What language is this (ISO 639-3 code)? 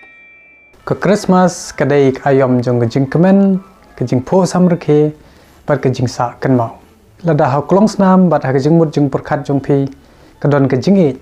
kha